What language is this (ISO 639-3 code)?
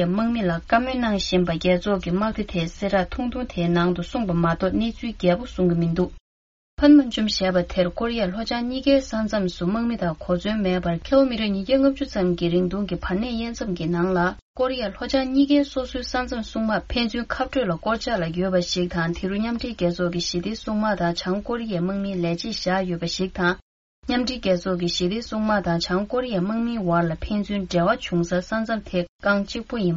bod